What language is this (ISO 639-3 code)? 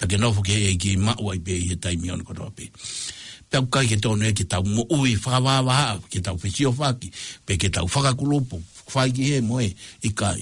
ton